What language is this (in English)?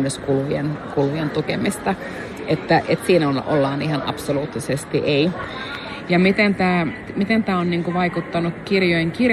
Finnish